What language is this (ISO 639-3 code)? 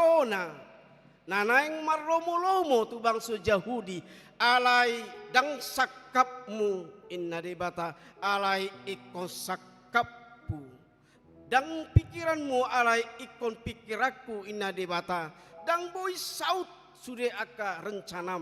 bbc